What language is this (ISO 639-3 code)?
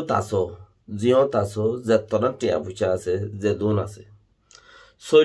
rhg